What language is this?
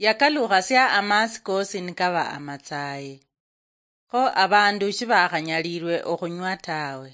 Luyia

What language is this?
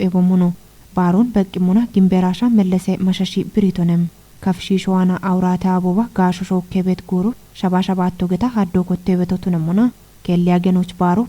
Kafa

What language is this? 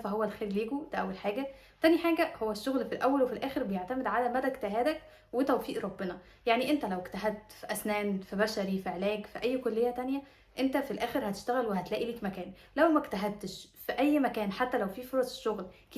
Egyptian Arabic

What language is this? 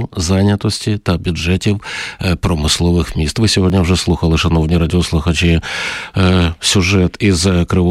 Ukrainian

